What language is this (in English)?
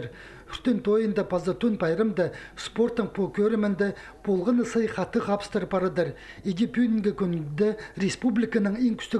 Khakas